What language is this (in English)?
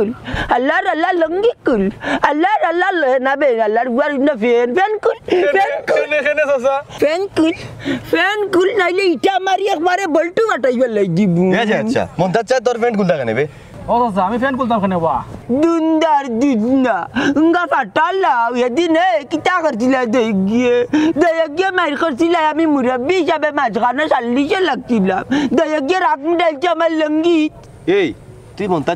Sylheti